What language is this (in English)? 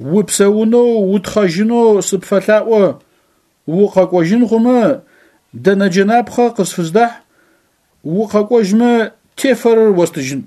Adyghe